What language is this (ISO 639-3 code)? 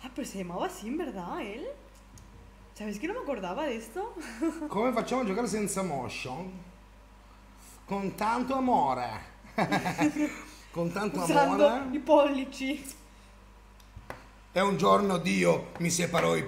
ita